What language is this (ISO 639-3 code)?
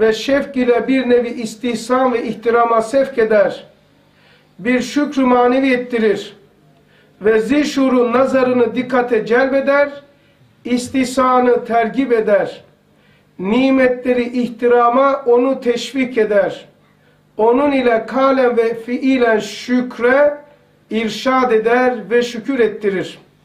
tur